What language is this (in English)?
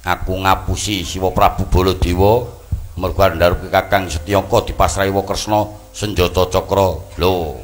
Javanese